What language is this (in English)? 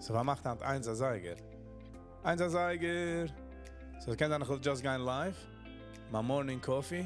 Yiddish